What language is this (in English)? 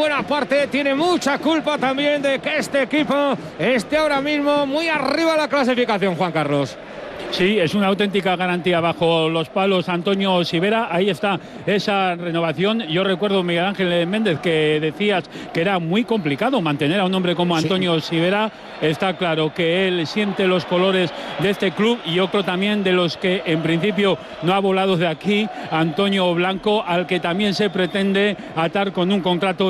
Spanish